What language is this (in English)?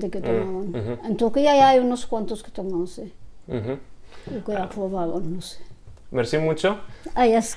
Ladino